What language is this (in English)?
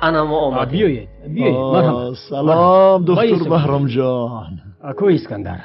Tajik